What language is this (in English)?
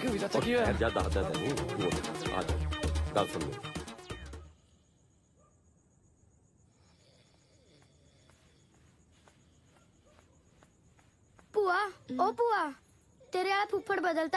Punjabi